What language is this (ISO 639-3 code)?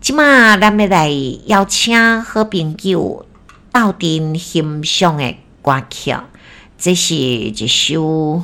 nan